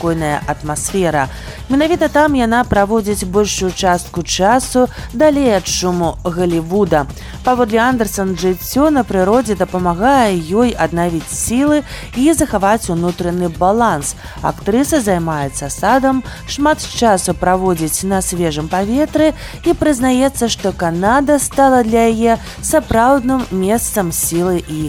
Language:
Belarusian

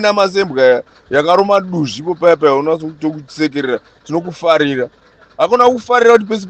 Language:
Shona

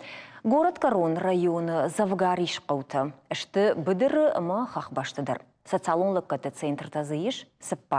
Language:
Ossetic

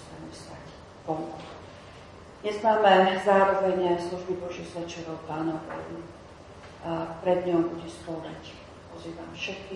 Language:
Slovak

